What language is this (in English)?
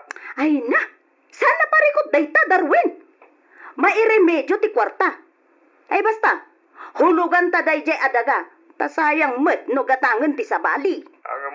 Iloko